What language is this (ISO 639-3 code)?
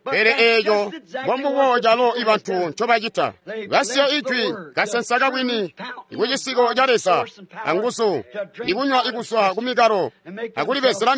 toi